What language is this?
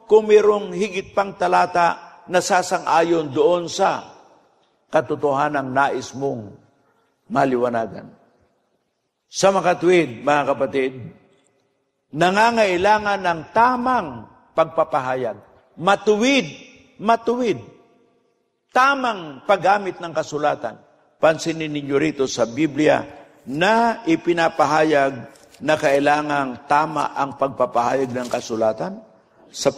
Filipino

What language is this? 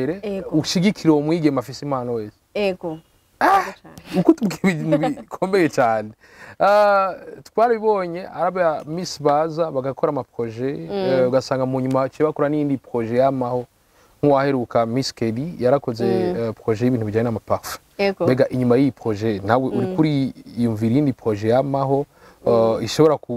Rundi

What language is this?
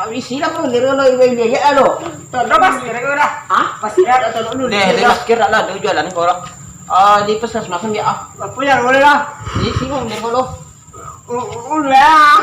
Minangkabau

